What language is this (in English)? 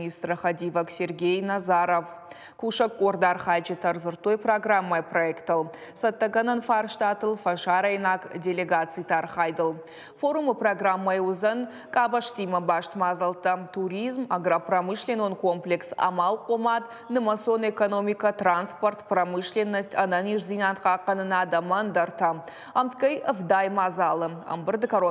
Ossetic